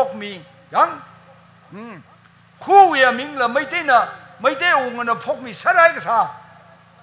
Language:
Tangkhul Naga (India)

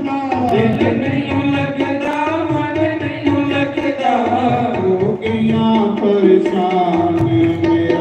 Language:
Dogri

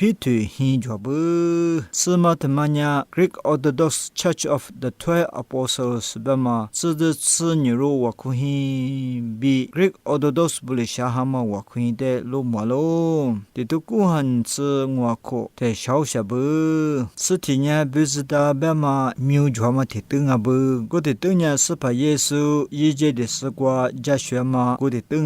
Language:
Lisu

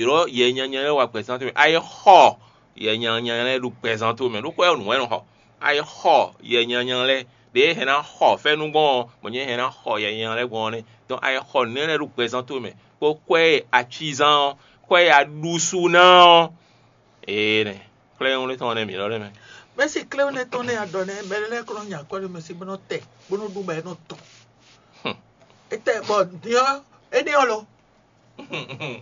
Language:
Fon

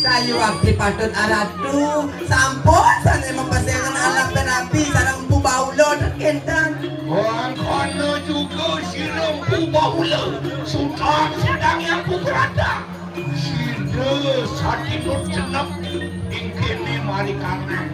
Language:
Balinese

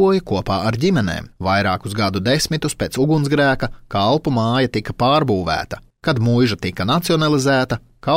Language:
Latvian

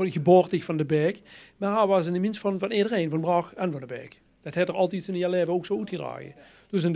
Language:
Limburgish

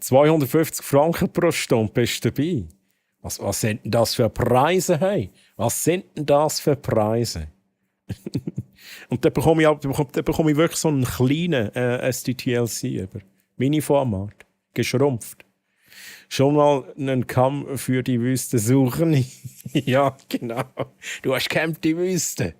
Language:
Swiss German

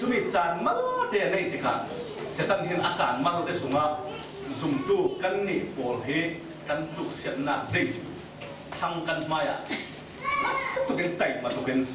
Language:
Falam Chin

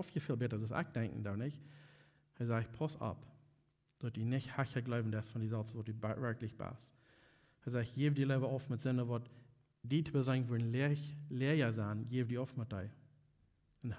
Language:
Plautdietsch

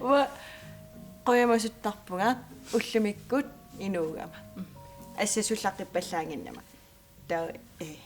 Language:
Kalaallisut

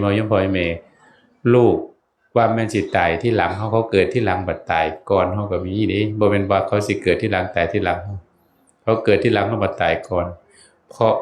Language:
Northeastern Thai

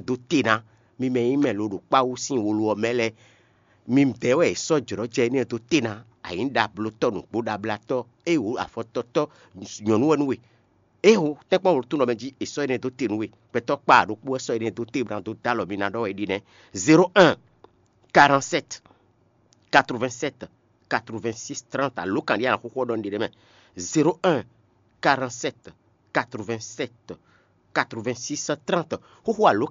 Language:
Fon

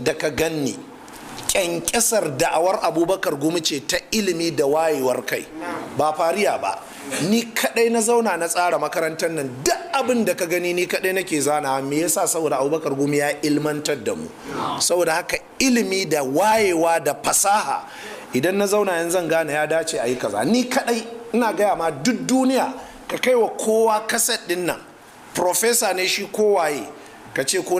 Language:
Hausa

